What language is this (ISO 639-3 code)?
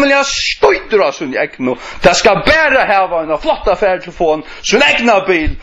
fao